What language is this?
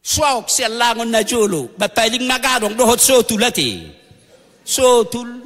Batak Toba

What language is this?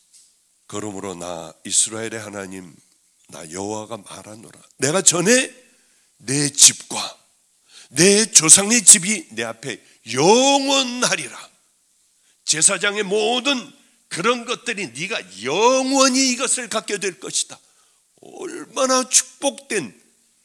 Korean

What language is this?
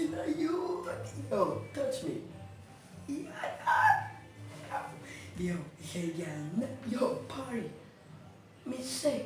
Jamaican Creole English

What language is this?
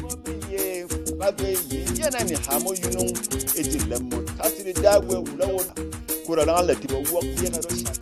Berom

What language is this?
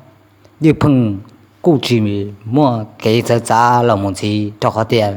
Hmong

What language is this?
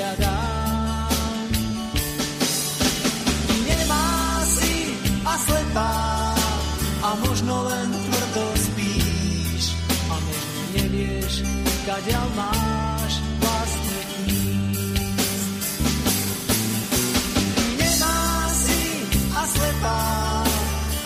Slovak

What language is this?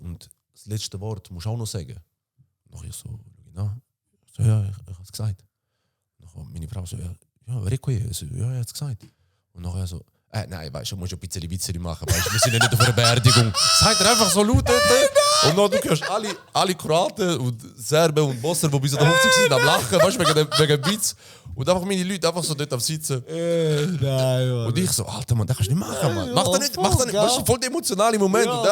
Swiss German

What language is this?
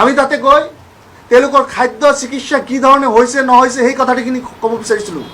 Assamese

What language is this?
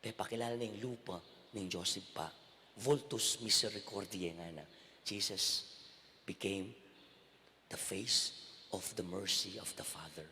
Pampanga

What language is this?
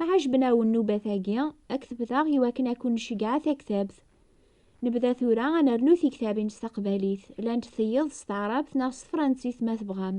Kabyle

